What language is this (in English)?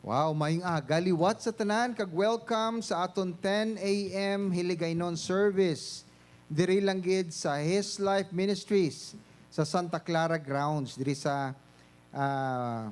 Hiligaynon